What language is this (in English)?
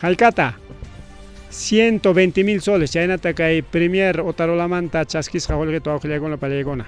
Ayacucho Quechua